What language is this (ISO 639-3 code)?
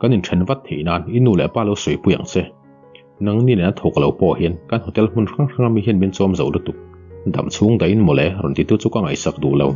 lus